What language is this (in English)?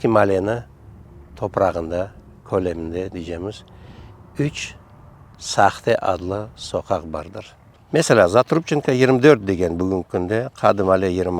Crimean Tatar